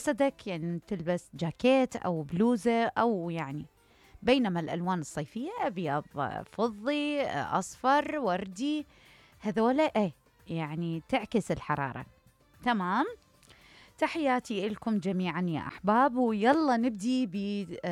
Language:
Mesopotamian Arabic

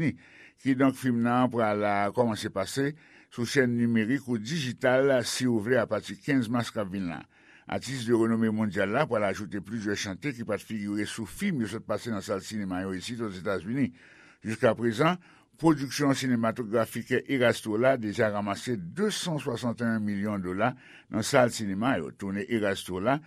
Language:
Haitian Creole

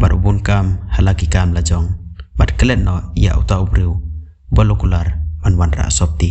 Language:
Khasi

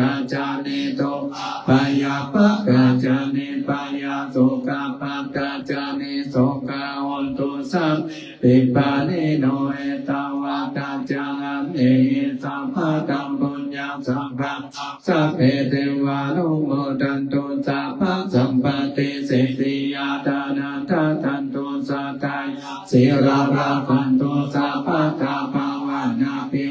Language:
Pali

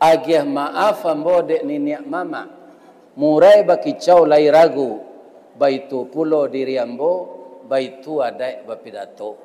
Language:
Minangkabau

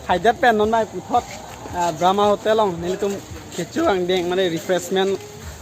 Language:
Karbi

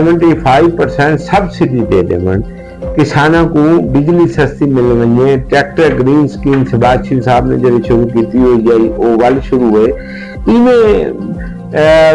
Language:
Saraiki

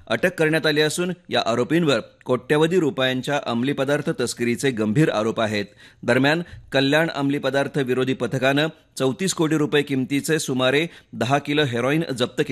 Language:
Marathi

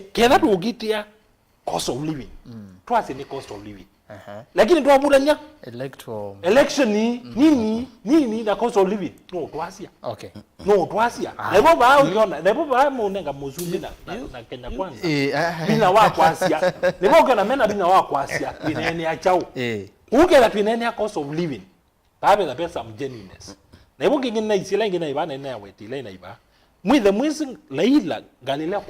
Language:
Kamba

